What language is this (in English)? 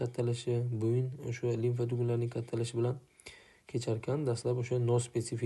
Uzbek